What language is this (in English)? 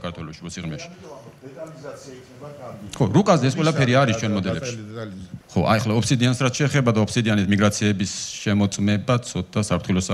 Georgian